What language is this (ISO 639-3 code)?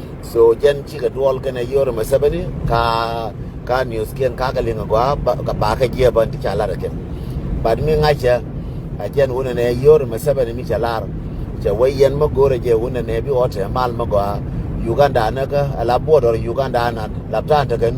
nus